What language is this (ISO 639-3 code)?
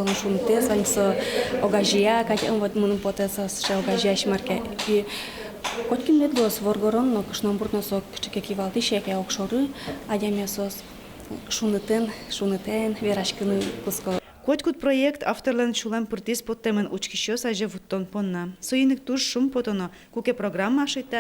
udm